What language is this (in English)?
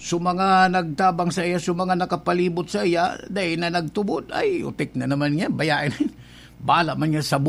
Bikol